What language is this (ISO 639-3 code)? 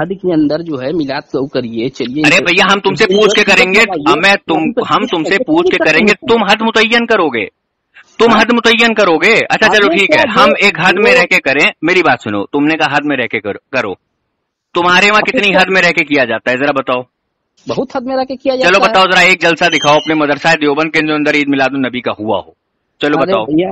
urd